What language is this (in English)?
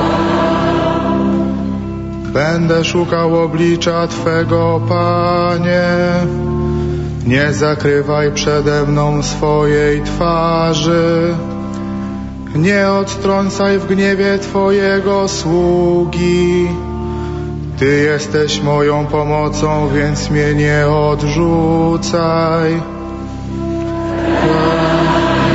Polish